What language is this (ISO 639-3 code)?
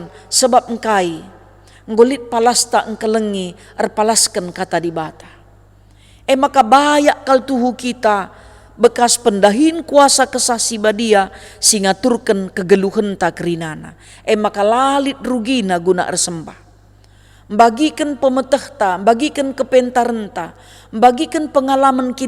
btx